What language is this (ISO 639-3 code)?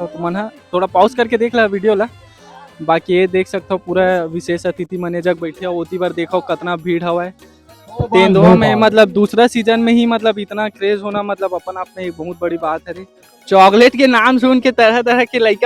hne